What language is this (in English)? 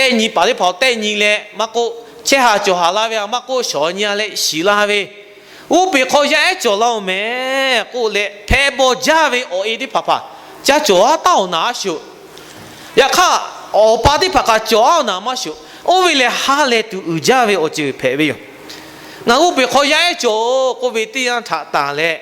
Lahu